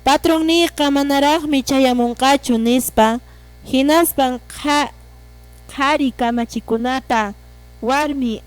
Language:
Quechua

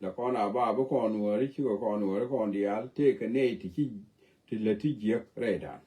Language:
Nuer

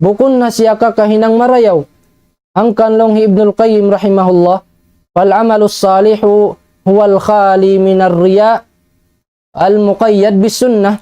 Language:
Tausug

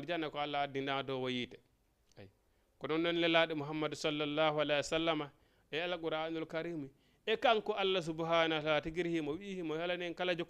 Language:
Fula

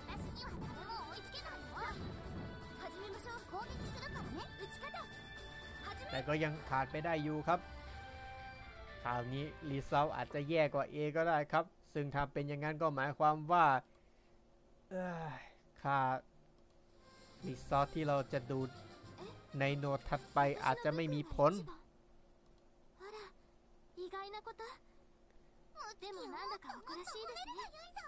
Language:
Thai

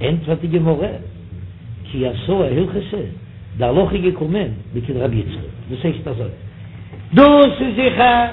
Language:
Yiddish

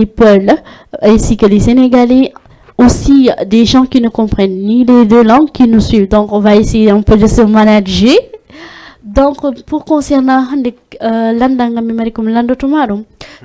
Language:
Fula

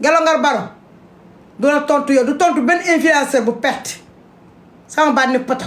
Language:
Wolof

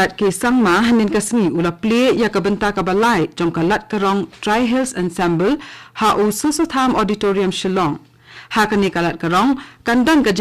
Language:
Khasi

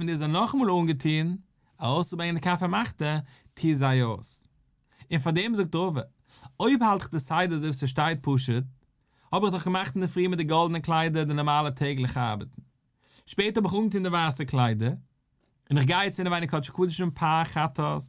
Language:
Yiddish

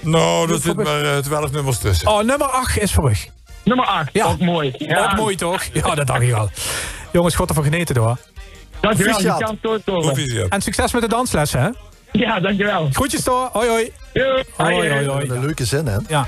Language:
Limburgish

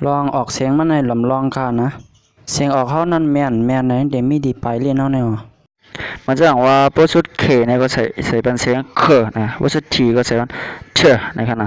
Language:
Shan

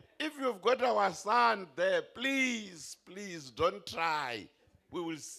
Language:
Venda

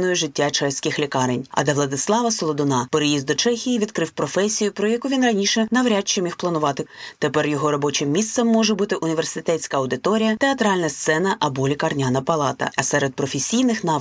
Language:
Ukrainian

